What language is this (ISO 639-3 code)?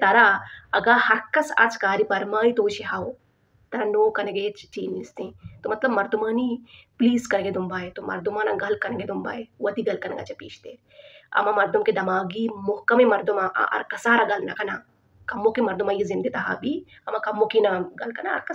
bal